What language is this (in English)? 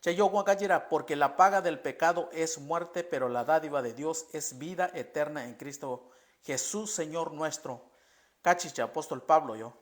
Mixtepec Mixtec